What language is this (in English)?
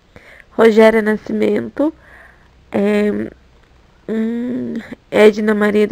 Portuguese